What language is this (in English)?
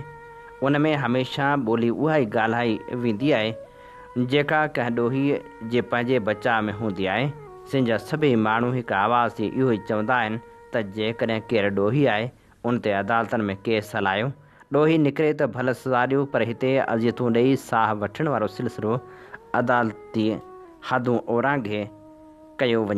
Sindhi